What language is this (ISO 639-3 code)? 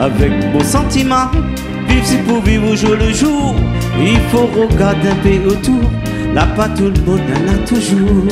rcf